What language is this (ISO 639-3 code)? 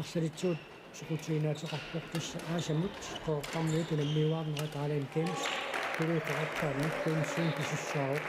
kal